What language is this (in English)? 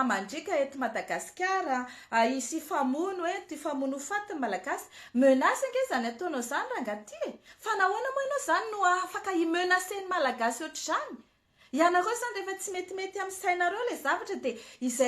Malagasy